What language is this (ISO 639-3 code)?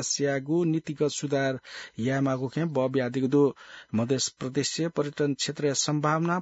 new